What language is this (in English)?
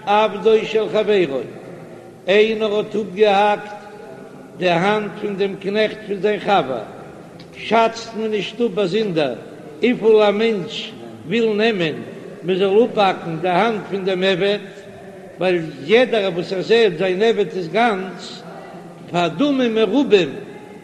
Yiddish